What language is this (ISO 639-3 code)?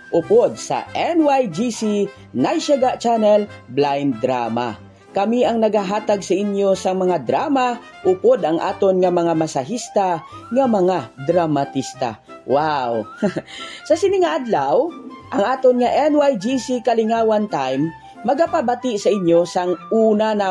hil